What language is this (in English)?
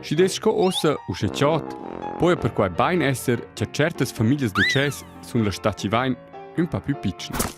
Romansh